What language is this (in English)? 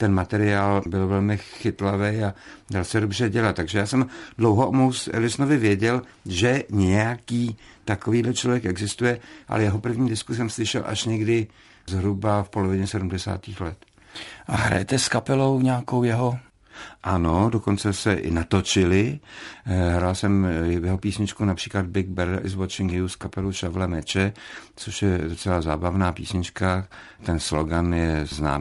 Czech